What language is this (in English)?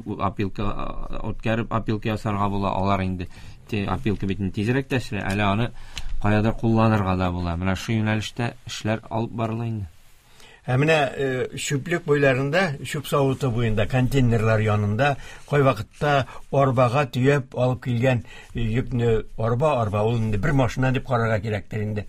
Tatar